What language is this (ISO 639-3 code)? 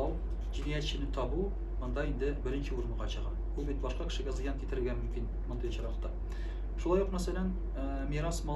tat